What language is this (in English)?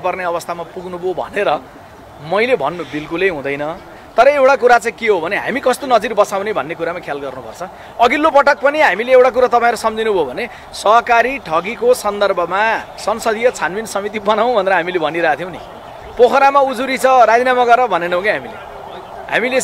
Nepali